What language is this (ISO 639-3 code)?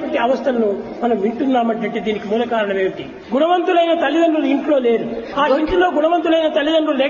tel